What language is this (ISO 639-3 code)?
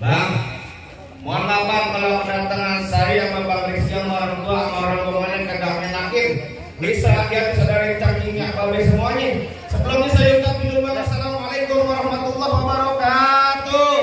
bew